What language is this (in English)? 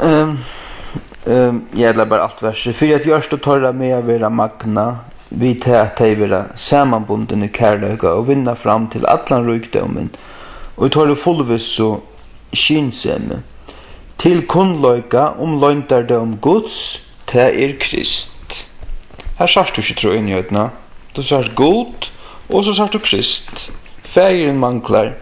Faroese